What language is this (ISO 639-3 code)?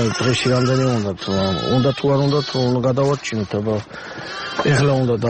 kat